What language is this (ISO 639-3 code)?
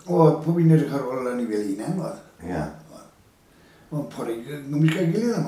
cym